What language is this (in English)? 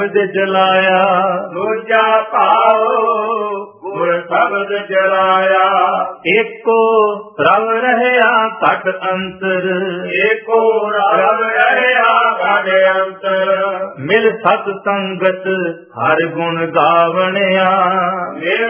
Punjabi